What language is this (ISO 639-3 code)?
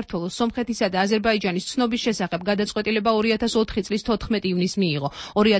kat